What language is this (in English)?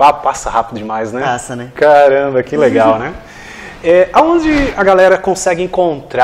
Portuguese